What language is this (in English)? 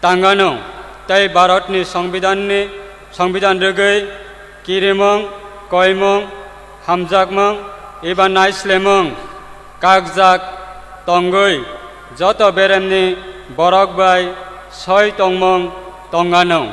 Kok Borok